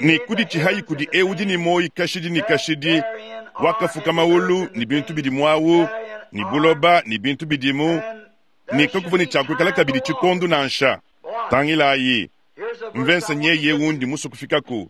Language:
Luba-Lulua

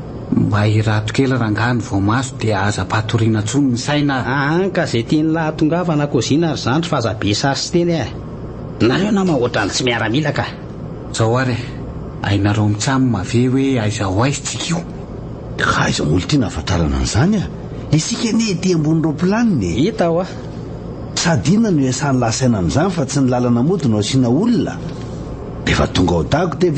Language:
Malagasy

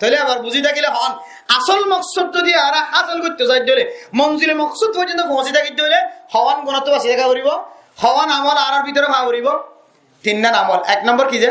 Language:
Rohingya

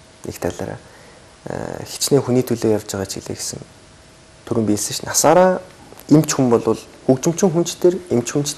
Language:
Mongolian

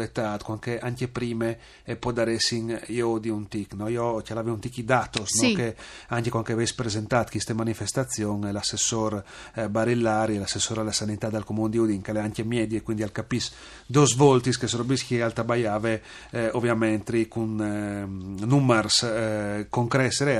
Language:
Friulian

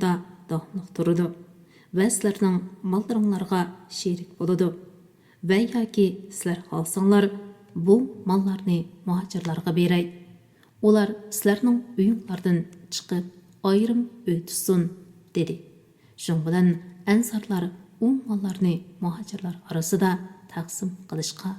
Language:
Uyghur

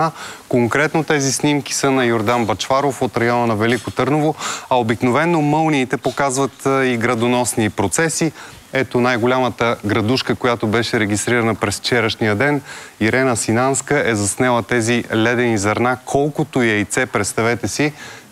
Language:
Bulgarian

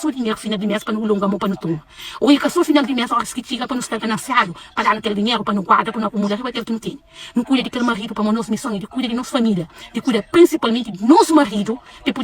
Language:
Kabuverdianu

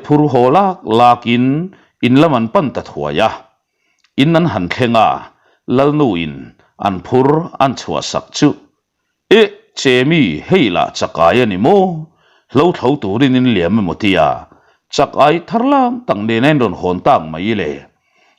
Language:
Mizo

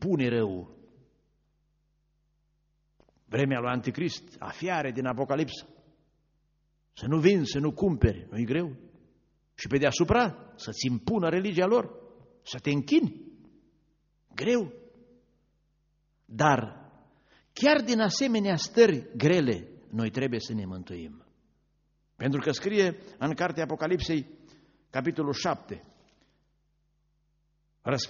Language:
Romanian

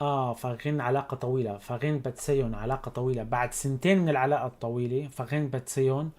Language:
North Levantine Arabic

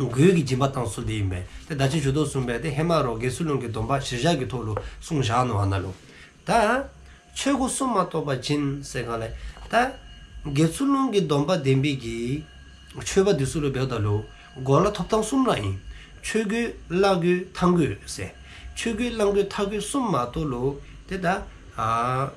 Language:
Dzongkha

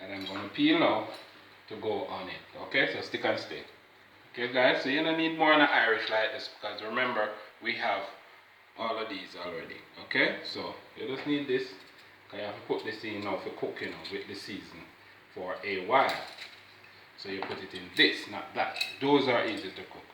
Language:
Jamaican Creole English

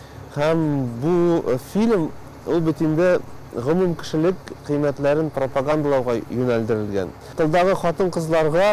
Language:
Tatar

